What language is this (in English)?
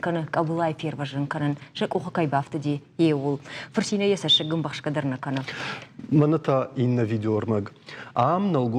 Ossetic